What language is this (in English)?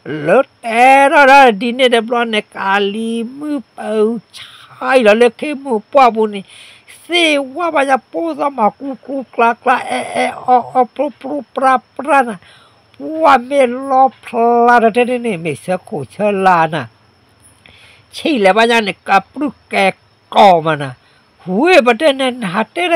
S'gaw Karen